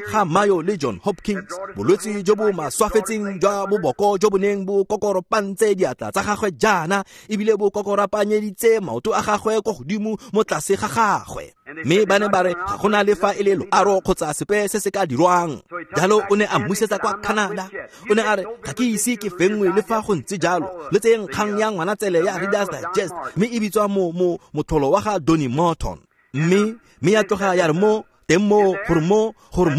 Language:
Tswana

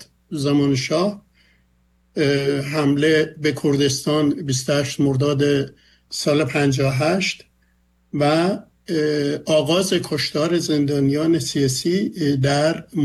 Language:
Persian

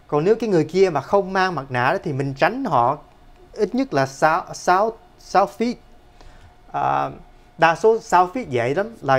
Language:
Vietnamese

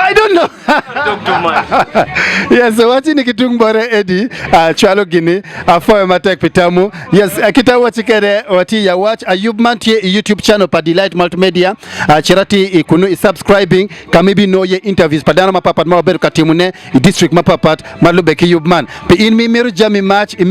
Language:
Acoli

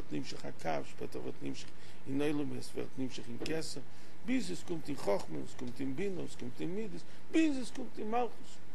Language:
Yiddish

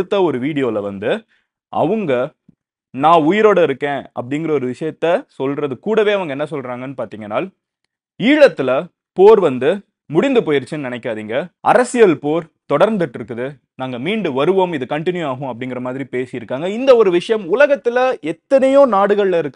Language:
Tamil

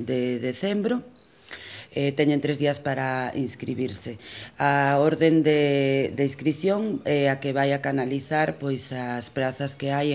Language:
Galician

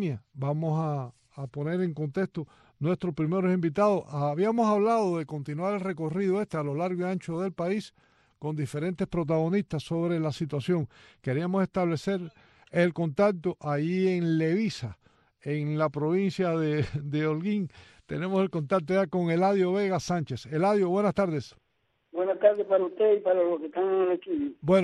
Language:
Spanish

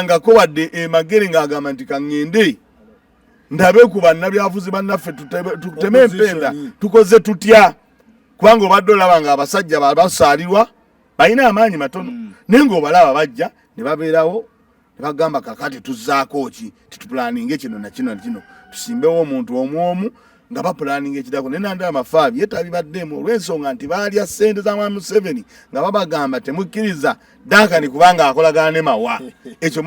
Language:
Ganda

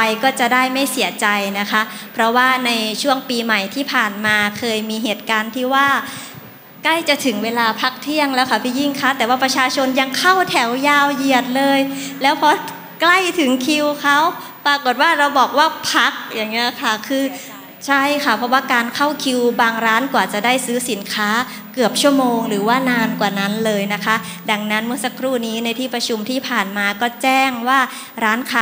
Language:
Thai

